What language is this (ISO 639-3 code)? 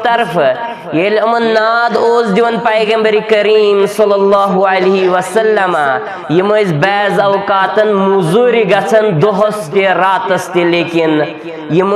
kas